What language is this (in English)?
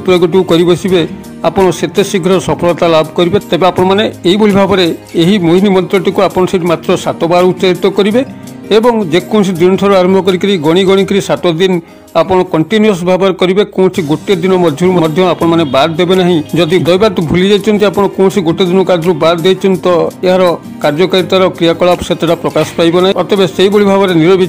Odia